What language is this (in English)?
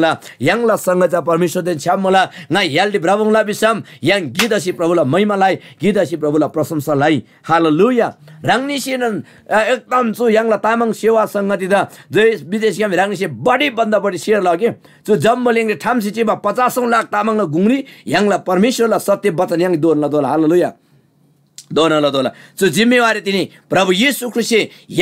Eastern Tamang